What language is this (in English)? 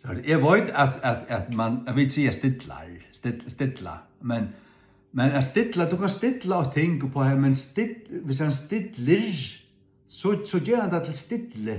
Faroese